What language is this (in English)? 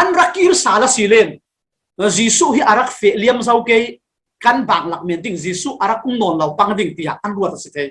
Falam Chin